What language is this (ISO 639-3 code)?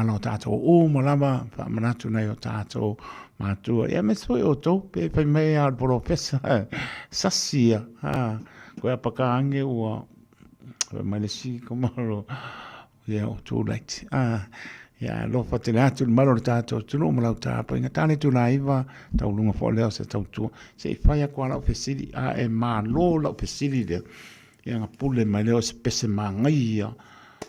smo